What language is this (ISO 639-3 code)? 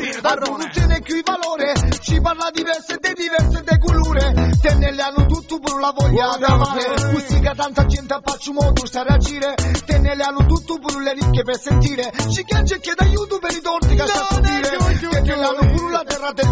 ita